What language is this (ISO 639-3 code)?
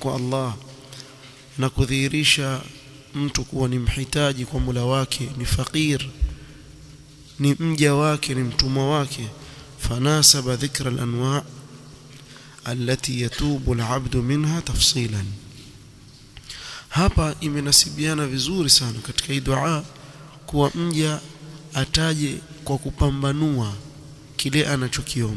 swa